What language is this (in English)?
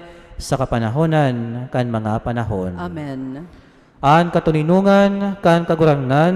Bikol